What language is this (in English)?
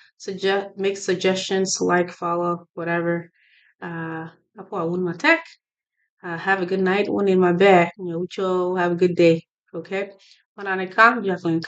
Acoli